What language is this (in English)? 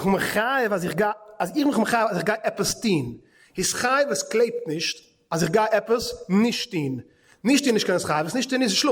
Yiddish